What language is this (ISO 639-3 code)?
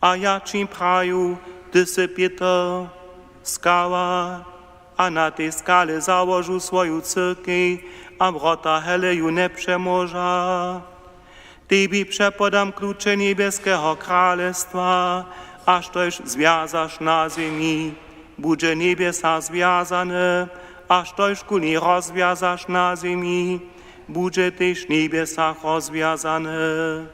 hsb